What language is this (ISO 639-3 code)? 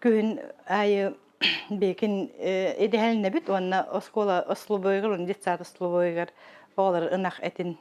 sah